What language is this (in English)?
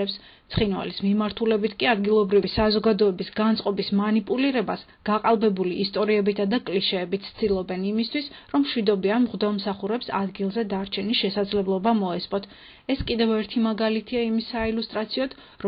Georgian